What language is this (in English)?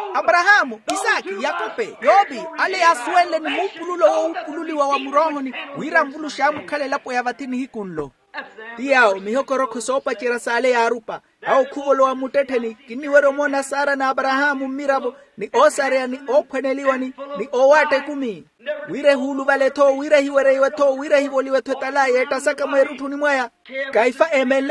Makhuwa